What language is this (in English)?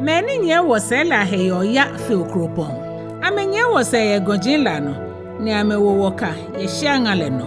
Ga